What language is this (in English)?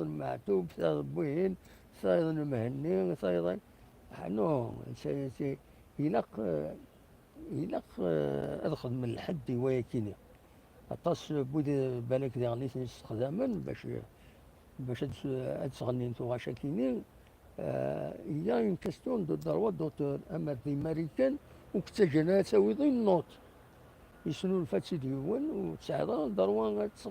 Kabyle